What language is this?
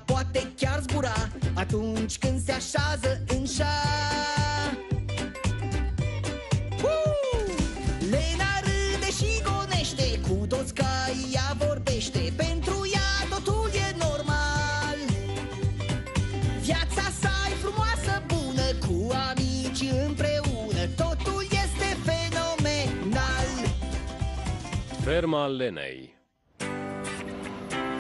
Romanian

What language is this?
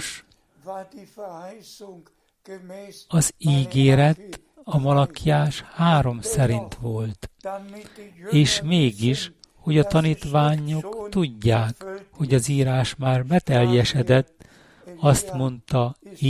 Hungarian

